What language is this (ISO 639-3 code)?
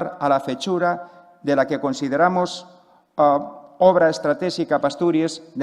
ast